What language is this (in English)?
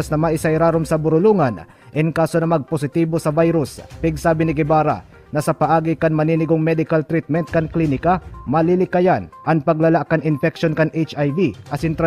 Bikol